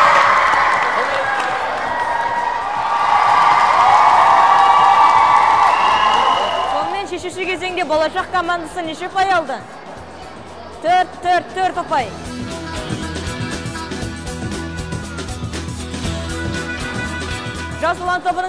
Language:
Kazakh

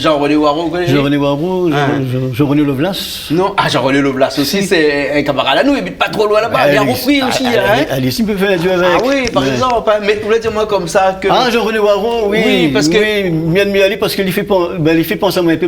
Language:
Réunion Creole French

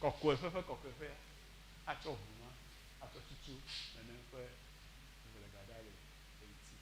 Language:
Ewe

